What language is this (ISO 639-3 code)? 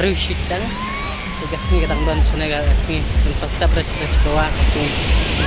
kha